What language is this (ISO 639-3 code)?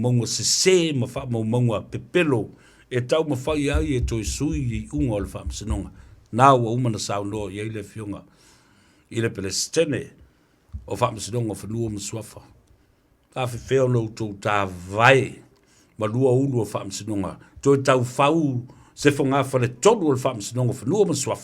smo